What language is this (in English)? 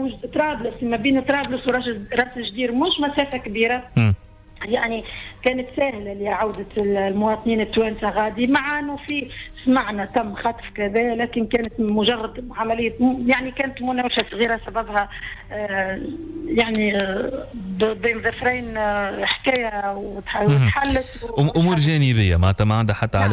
Tunisian Arabic